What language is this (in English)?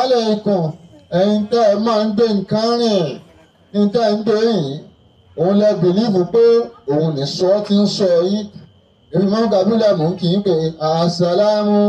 Yoruba